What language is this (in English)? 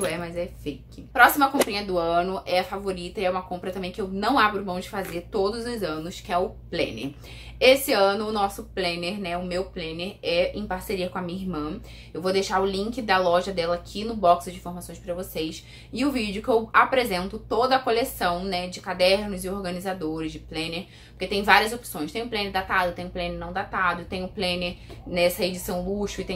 Portuguese